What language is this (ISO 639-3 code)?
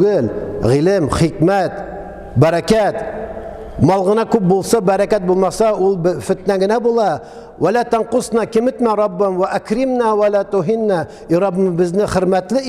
tat